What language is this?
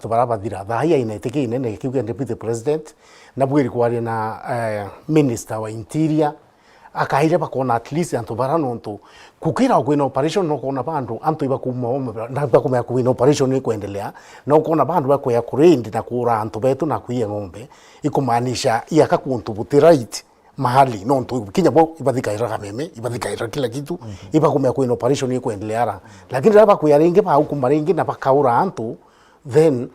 Meru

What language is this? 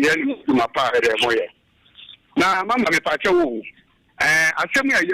Akan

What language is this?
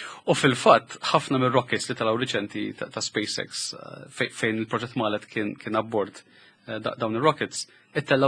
Maltese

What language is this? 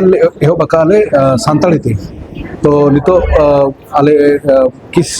Santali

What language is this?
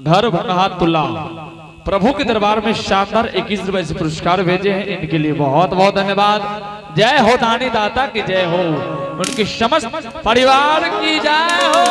Angika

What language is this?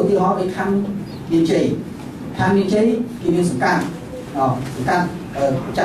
Khmer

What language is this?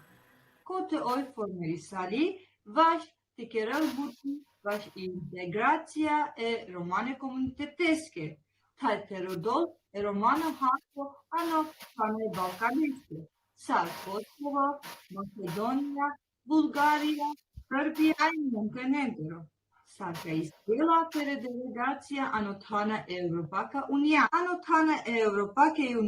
Balkan Romani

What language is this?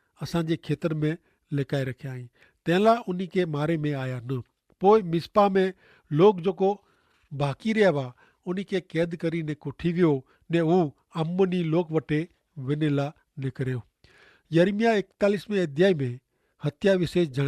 Kachhi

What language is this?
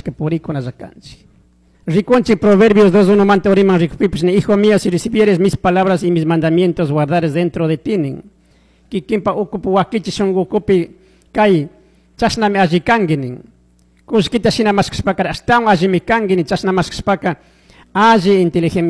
Chimborazo Highland Quichua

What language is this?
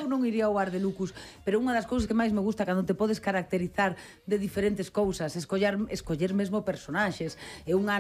Galician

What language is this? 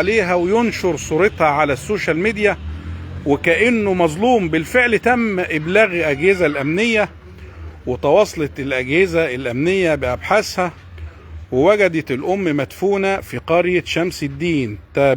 Egyptian Arabic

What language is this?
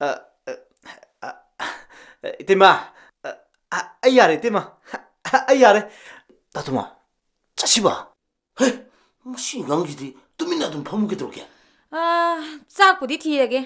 Manipuri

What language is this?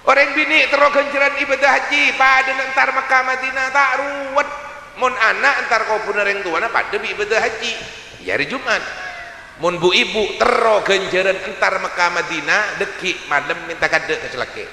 Madurese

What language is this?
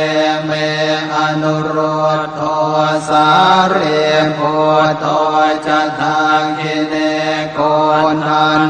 Pali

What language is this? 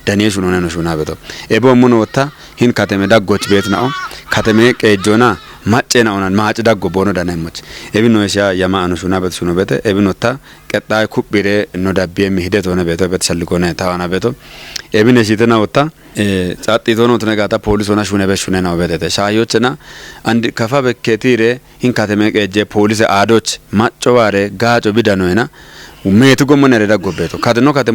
Kafa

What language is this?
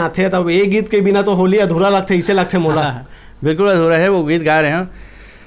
Chhattisgarhi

